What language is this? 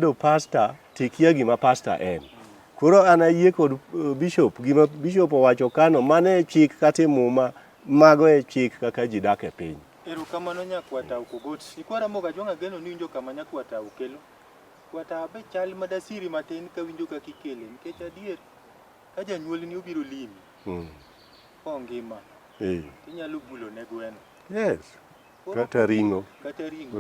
Luo (Kenya and Tanzania)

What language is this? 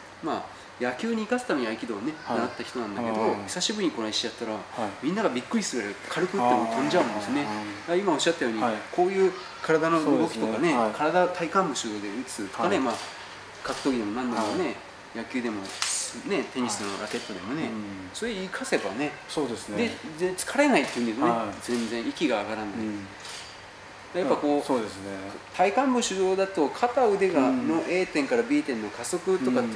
Japanese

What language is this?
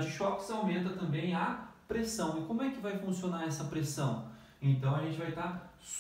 Portuguese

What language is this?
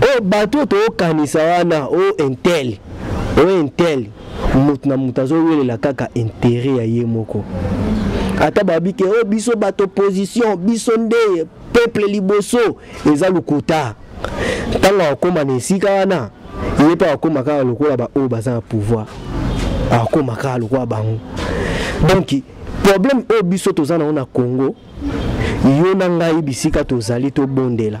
Lingala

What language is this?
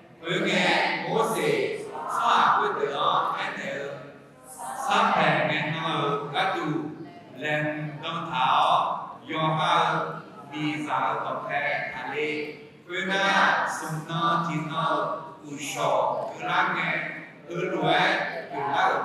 Akha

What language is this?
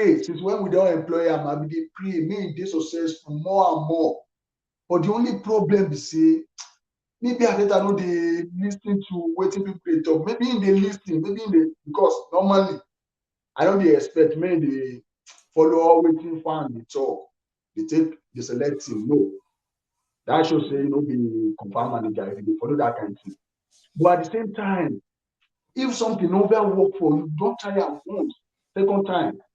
Nigerian Pidgin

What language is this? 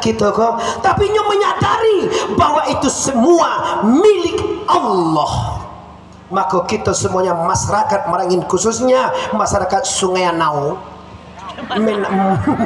Minangkabau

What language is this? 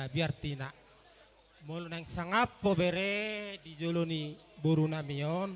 Batak Toba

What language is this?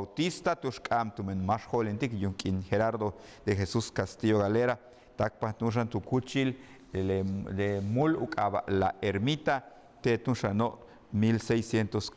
Yucateco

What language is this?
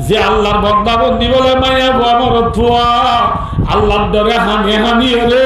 Rohingya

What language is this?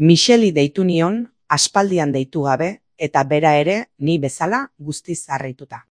Basque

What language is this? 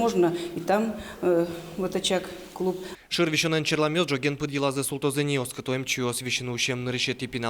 Udmurt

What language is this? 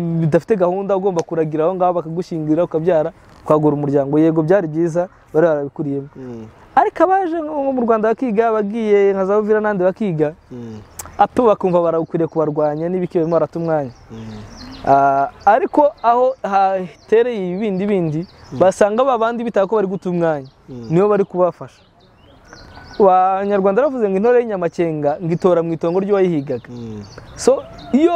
Kinyarwanda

